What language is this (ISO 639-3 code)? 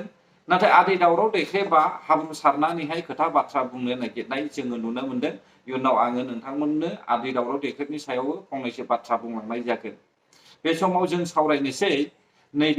brx